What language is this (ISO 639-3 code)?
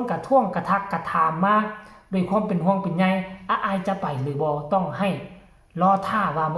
tts